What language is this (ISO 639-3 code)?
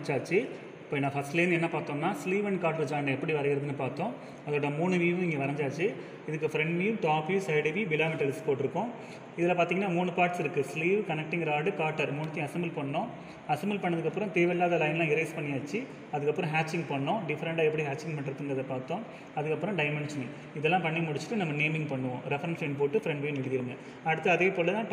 tam